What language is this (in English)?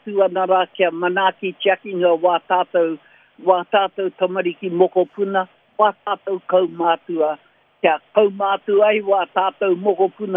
Māori